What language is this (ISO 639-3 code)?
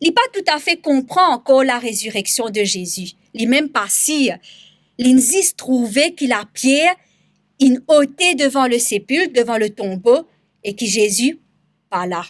mfe